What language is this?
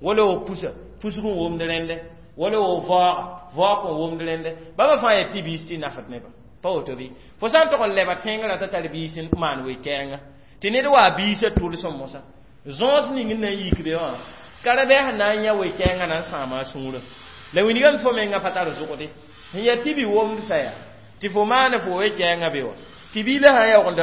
Mossi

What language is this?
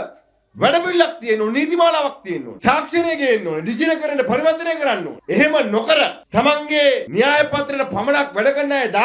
Sinhala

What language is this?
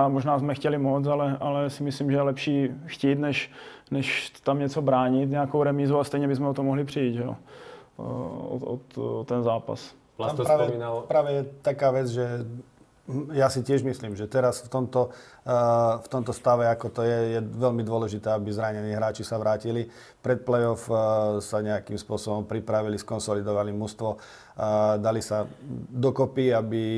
Slovak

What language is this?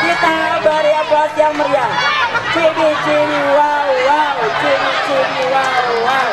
Betawi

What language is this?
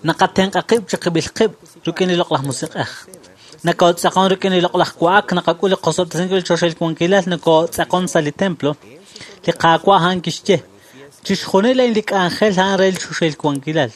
Kekchí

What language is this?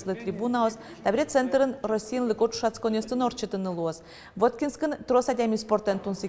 Udmurt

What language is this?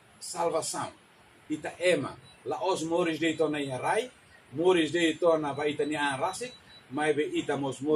Tetum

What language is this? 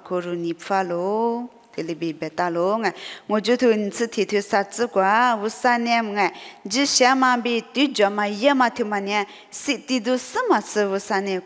Lisu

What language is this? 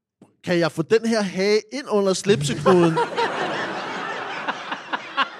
Danish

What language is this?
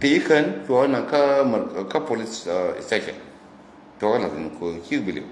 Nuer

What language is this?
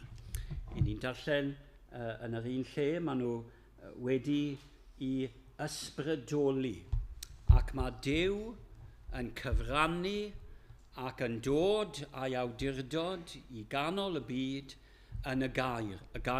Welsh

